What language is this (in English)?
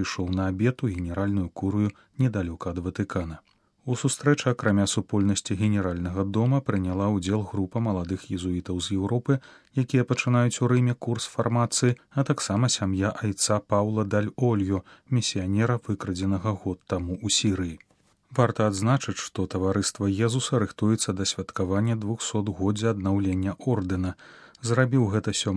Belarusian